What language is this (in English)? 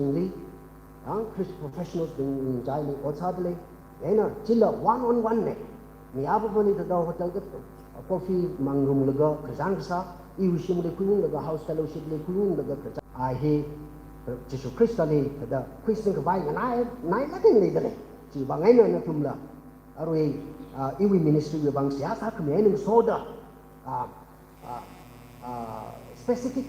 Tangkhul Naga (India)